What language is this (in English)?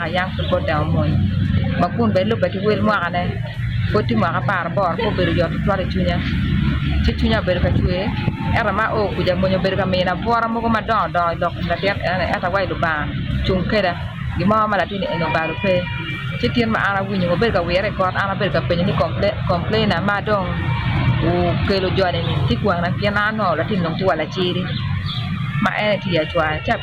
Acoli